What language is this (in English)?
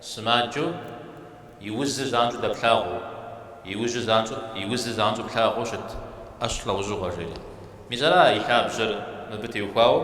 Kabardian